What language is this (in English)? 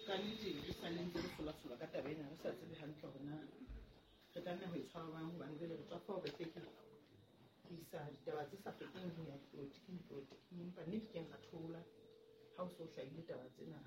Southern Sotho